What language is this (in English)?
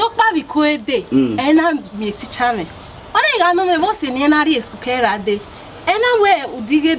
Bini